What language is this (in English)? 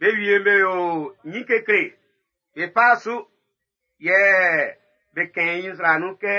Baoulé